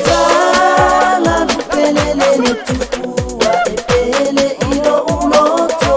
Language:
Samoan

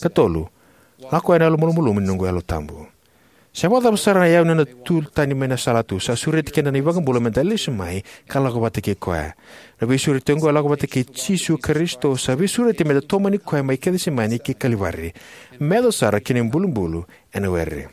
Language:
Fijian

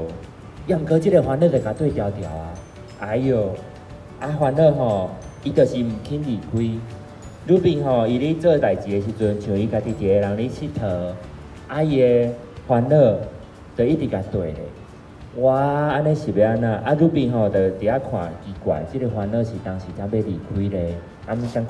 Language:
Min Nan Chinese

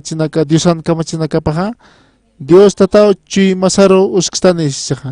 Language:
Aymara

